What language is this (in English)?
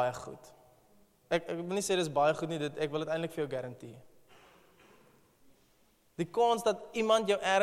Afrikaans